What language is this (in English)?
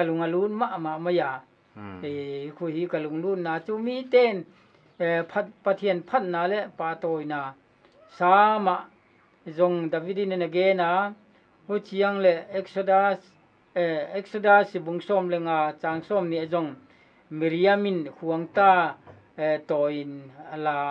Paite Chin